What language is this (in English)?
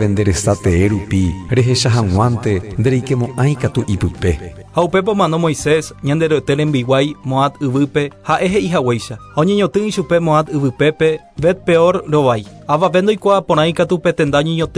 Guarani